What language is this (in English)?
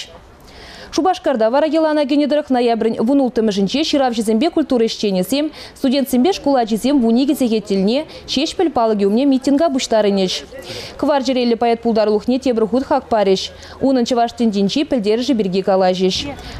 Chuvash